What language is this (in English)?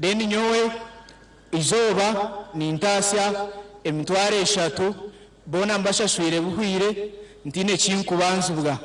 Nyankole